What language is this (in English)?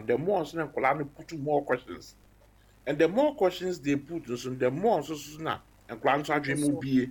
Akan